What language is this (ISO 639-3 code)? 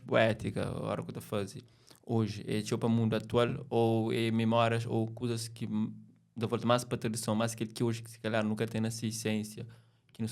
kea